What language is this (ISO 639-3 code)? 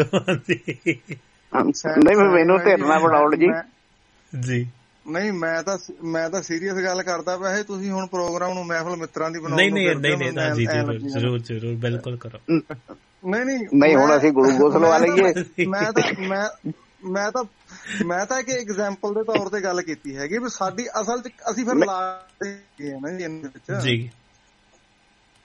pan